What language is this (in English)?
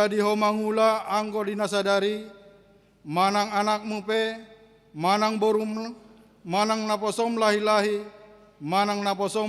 Batak Toba